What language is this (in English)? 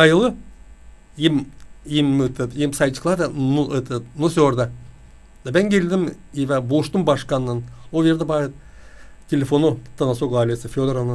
Gagauz